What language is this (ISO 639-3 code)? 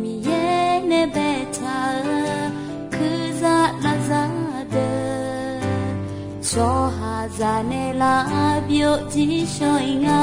ahk